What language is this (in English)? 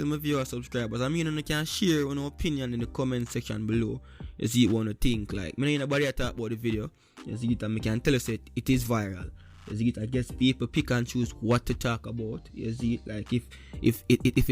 Jamaican Creole English